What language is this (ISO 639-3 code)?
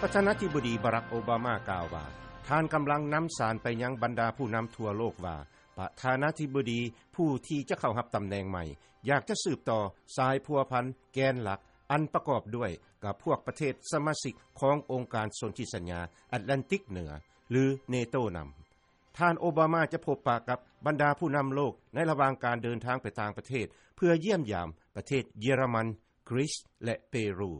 lao